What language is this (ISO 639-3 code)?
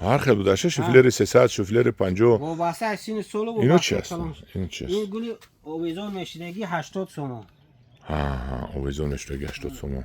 tgk